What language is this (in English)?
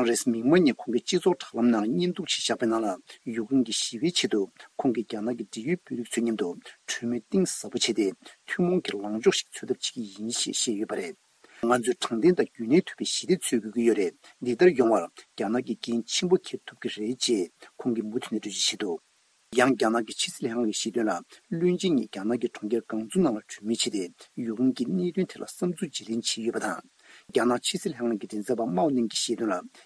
Tibetan